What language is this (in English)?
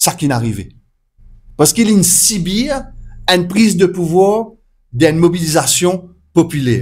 Morisyen